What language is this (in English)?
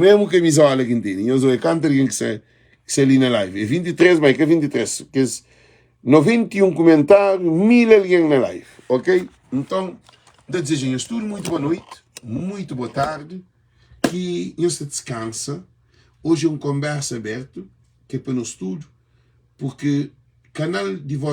Kabuverdianu